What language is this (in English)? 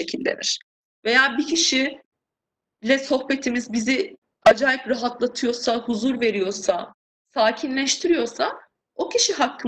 Turkish